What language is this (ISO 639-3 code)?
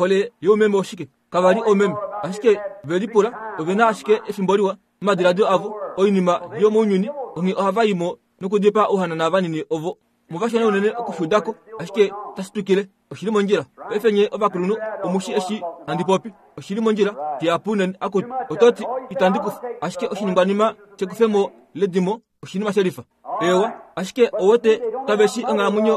kua